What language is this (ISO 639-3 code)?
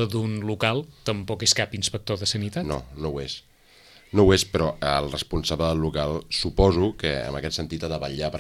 cat